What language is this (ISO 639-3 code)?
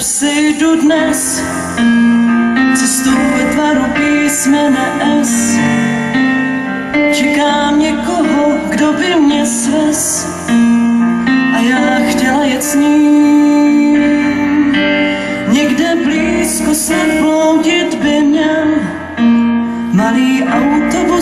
ces